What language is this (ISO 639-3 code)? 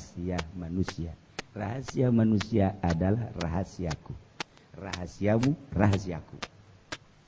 sun